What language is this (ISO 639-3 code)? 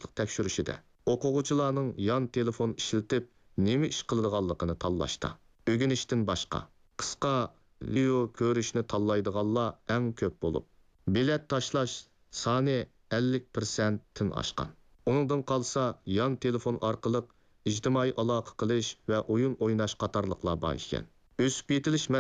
uig